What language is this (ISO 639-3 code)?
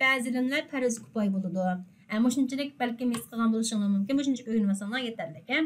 uig